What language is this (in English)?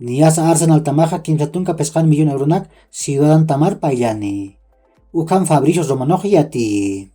Aymara